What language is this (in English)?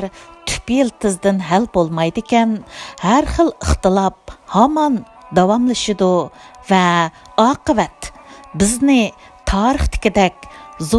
Uyghur